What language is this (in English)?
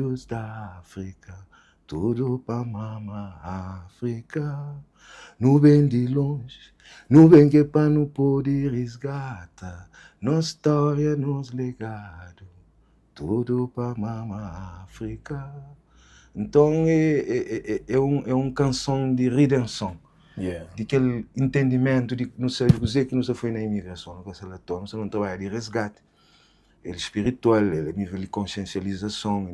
Kabuverdianu